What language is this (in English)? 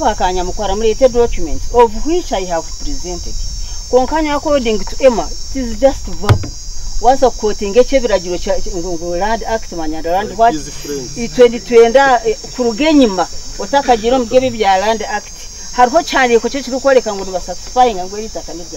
Nyankole